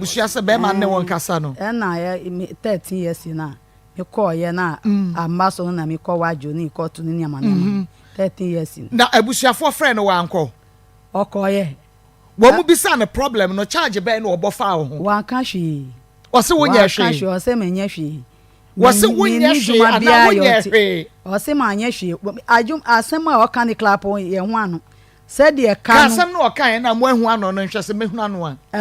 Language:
Akan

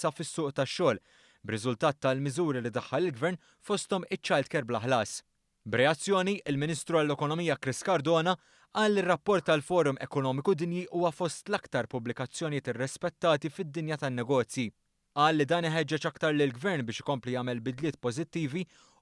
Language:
Maltese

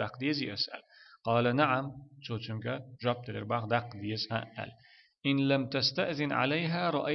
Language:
Chechen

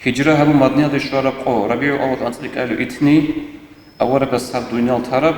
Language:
Avaric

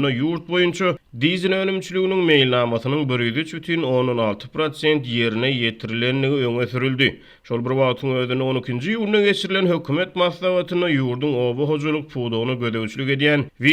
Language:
Turkmen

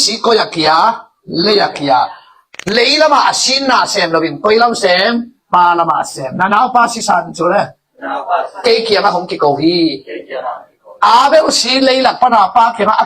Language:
Tedim Chin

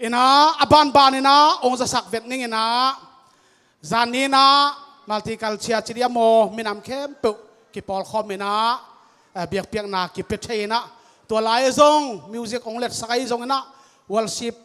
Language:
Tedim Chin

